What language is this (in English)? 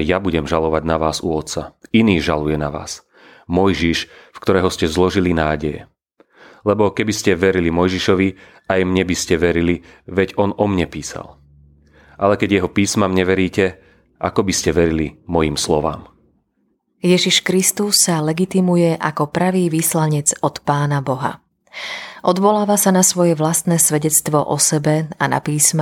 Slovak